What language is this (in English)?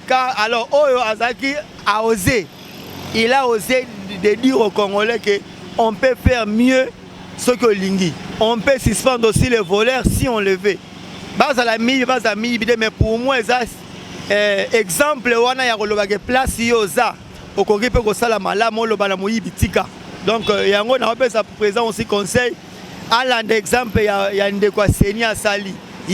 Lingala